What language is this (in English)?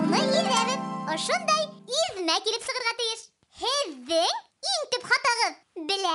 Bashkir